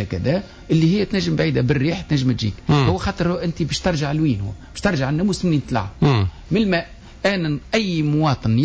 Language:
Tunisian Arabic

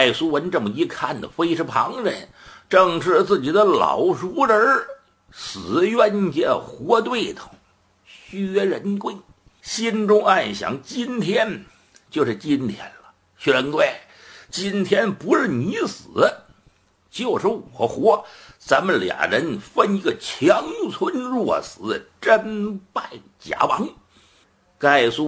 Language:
Chinese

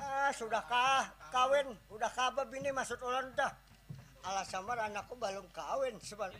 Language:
Banjar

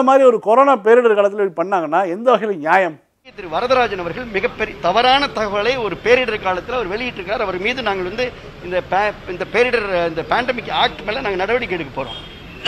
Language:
Tamil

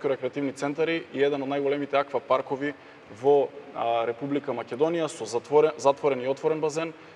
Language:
Macedonian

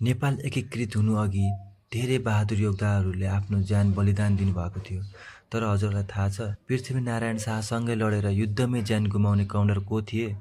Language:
Nepali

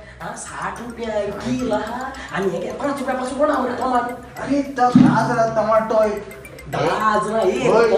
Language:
Konkani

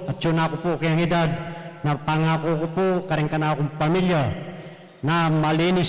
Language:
Pampanga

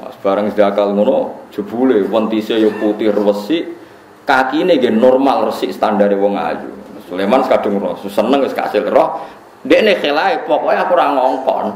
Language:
Javanese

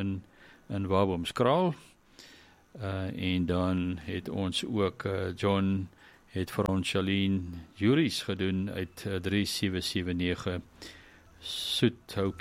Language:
Afrikaans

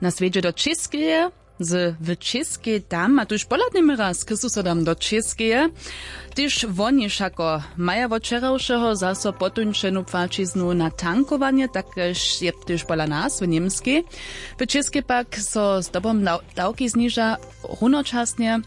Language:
Upper Sorbian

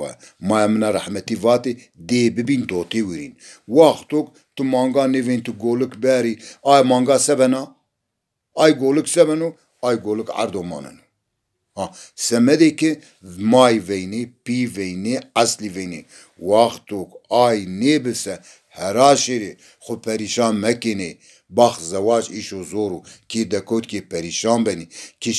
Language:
Zaza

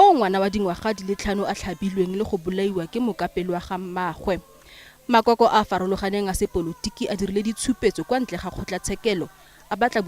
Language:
Tswana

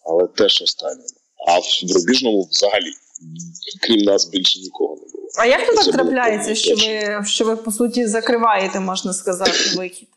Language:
Ukrainian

